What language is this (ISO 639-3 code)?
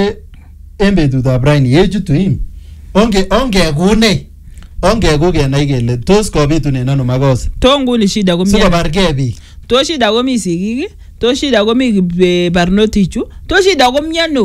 swa